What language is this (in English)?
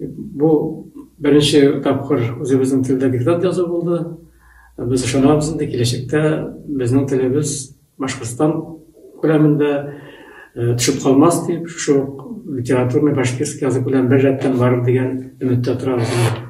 Bashkir